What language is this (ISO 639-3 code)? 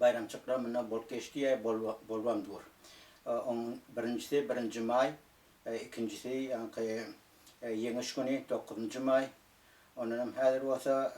tuk